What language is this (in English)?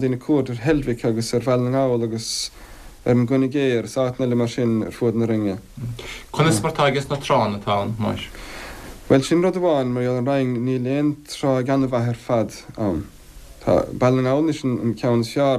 Irish